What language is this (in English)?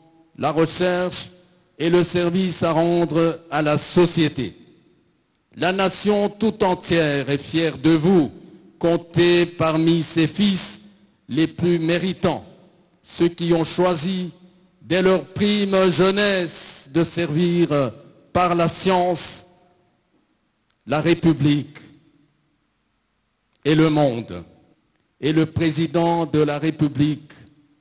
French